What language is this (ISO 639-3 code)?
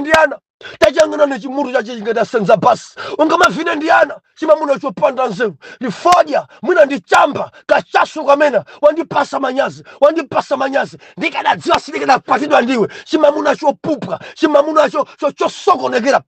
nya